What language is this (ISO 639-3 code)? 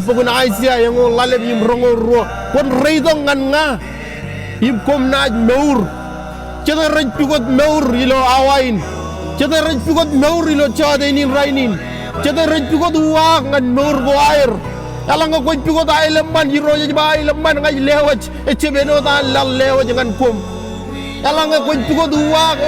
mah